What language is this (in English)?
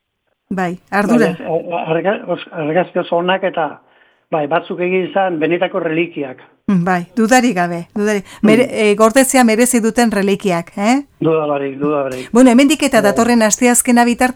Basque